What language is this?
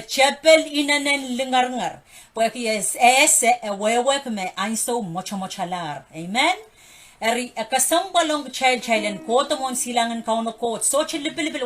Pohnpeian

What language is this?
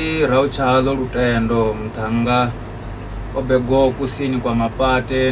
Venda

